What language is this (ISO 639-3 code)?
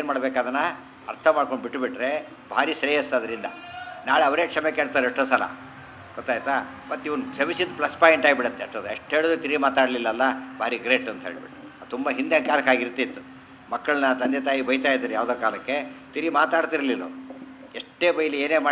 kan